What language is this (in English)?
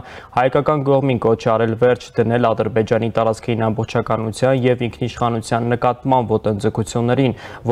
Armenian